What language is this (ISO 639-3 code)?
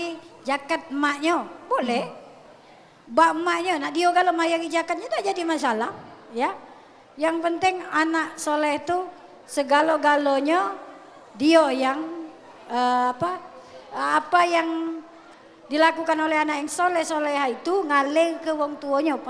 mui